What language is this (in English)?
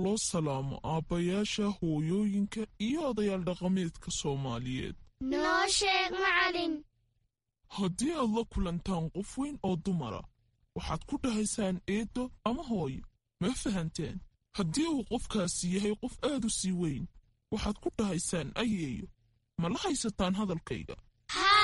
Somali